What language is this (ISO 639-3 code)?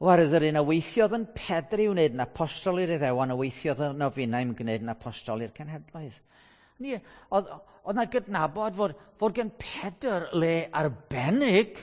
cym